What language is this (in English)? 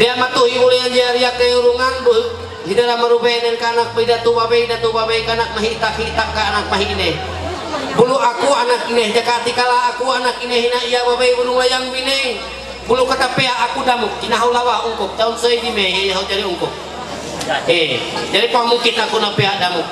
Ma'anyan